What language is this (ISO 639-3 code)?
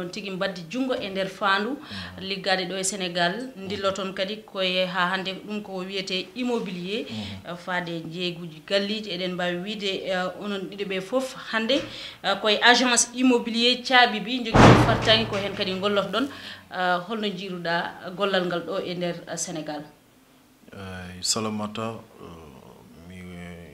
ful